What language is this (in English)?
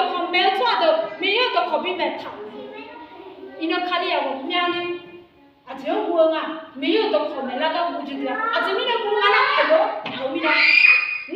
Akha